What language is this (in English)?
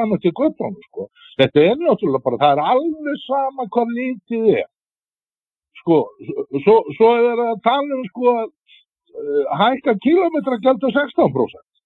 Icelandic